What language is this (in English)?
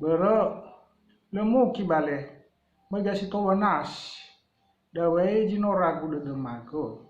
Nias